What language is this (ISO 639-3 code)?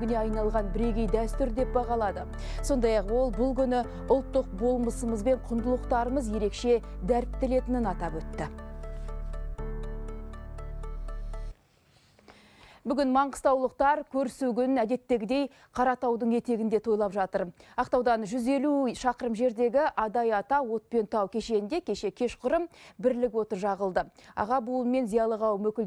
kaz